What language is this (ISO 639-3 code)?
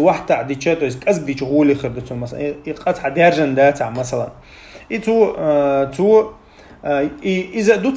che